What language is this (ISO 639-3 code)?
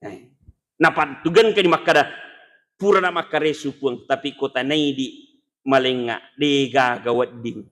bug